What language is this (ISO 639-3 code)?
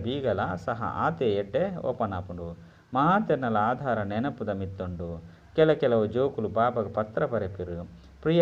tcy